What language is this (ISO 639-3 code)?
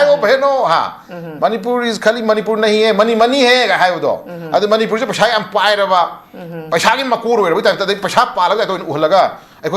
mni